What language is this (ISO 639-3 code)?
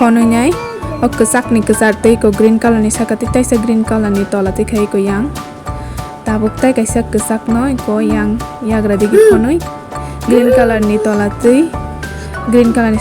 trp